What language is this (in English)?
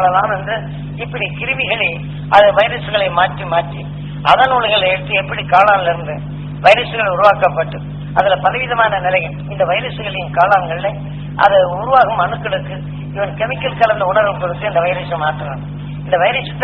Tamil